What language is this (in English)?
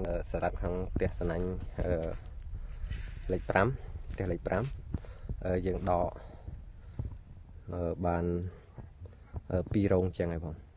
Khmer